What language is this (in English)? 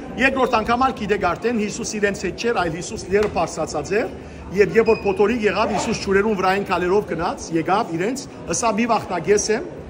Western Armenian